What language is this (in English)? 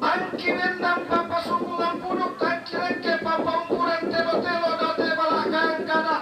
Toraja-Sa'dan